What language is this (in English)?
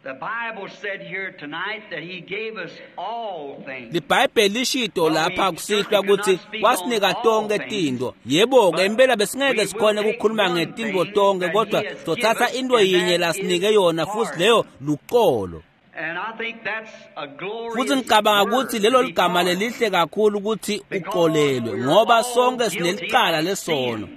Swati